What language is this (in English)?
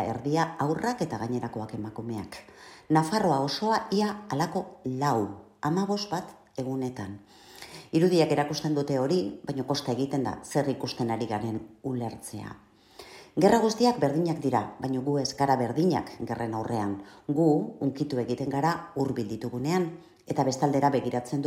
Basque